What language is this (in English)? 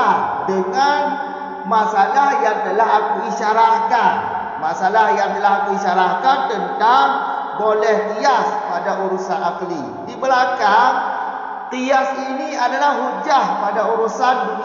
Malay